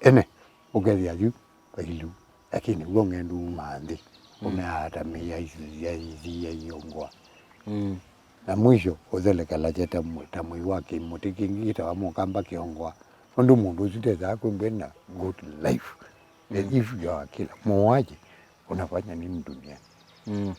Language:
Kamba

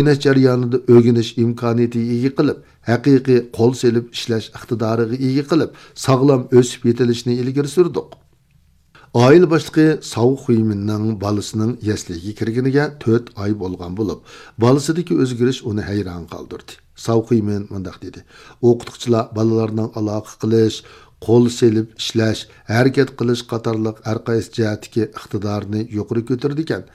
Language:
Uyghur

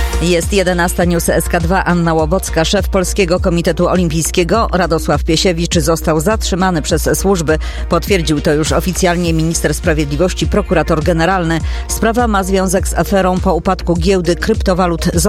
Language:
Polish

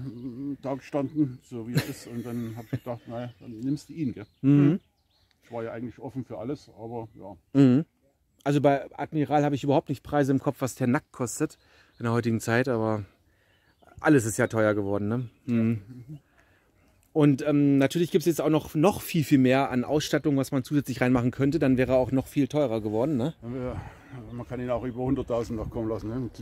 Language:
German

